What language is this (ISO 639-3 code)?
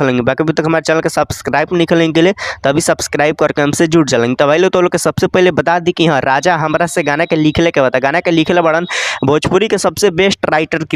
bho